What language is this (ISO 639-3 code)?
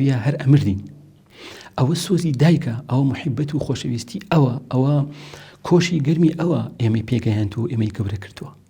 ckb